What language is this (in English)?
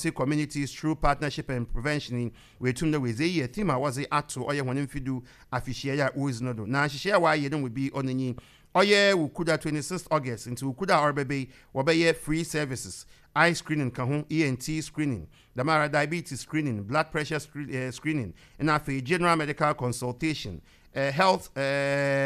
Akan